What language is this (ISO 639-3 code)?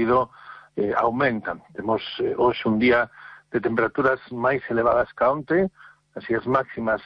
glg